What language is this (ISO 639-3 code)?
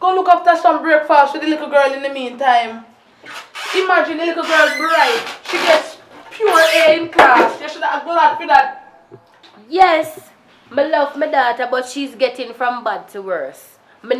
jam